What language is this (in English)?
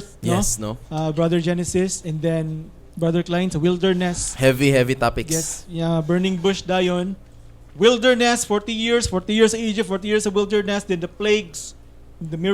Cebuano